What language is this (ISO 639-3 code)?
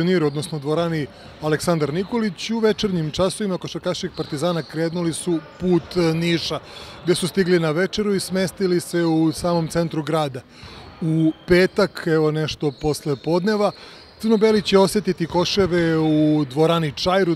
srp